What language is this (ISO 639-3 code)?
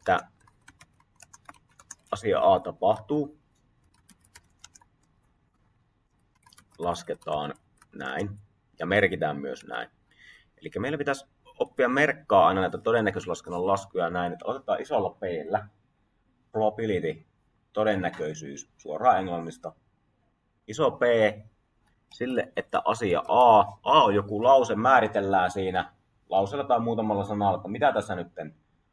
fin